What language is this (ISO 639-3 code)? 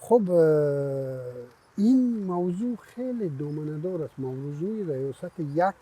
tgk